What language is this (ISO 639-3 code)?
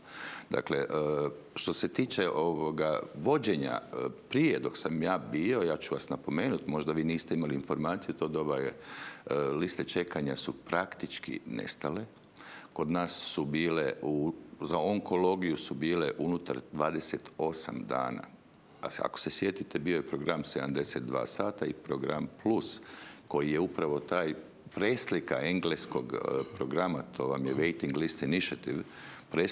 hrv